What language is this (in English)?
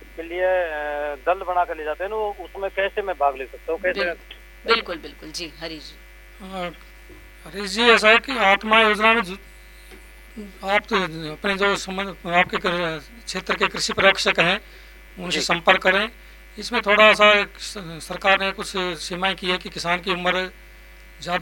Hindi